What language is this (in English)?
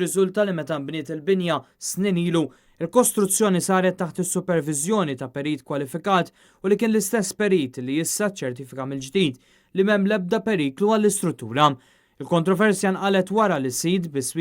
Maltese